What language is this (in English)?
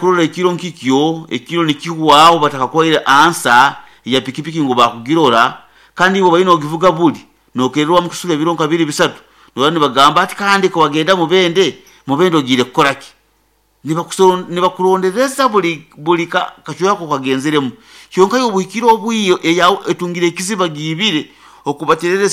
Nyankole